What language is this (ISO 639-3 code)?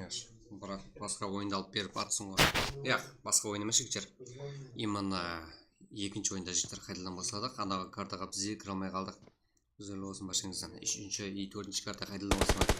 kaa